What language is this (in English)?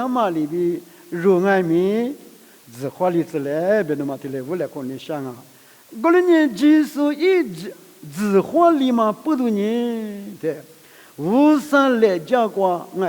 Lisu